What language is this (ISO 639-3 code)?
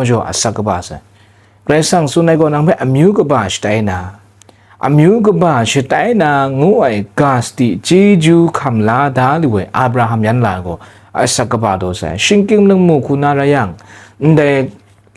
kac